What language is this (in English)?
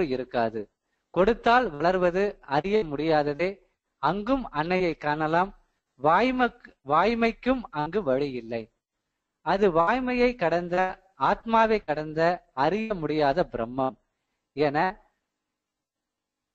Tamil